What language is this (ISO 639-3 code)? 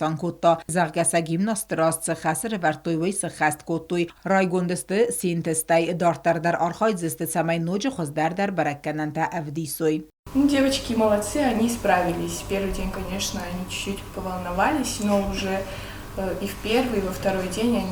oss